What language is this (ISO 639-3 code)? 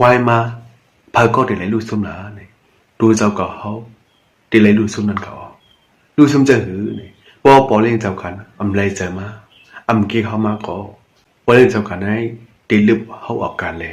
shn